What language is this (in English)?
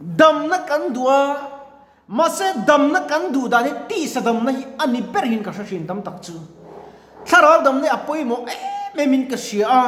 Mizo